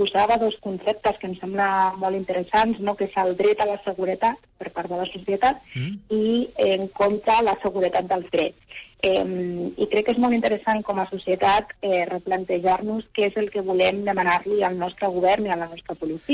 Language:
Catalan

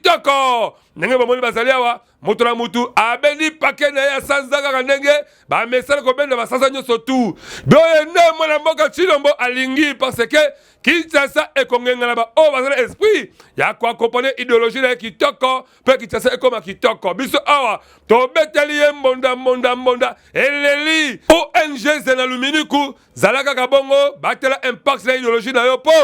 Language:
Lingala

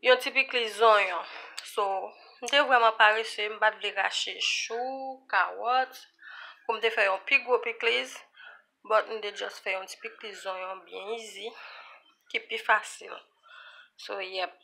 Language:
Haitian Creole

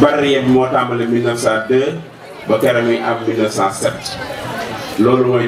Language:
Wolof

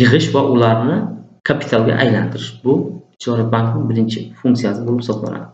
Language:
Uzbek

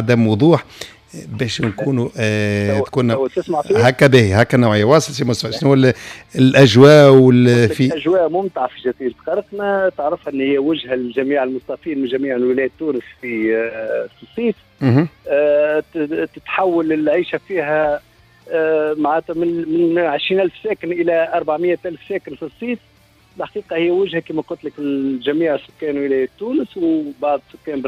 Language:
Tunisian Arabic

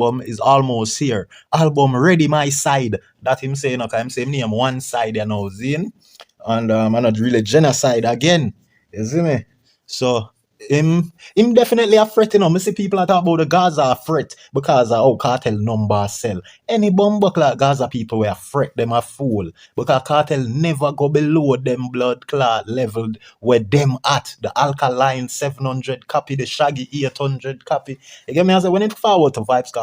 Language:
Jamaican Creole English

